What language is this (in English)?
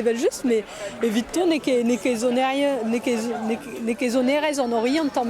Breton